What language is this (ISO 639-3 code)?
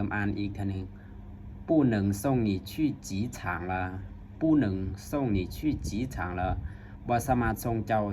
lao